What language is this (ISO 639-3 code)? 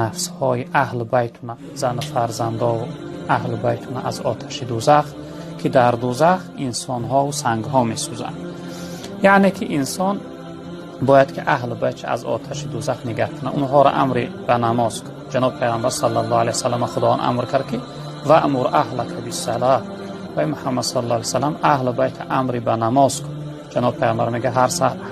tgk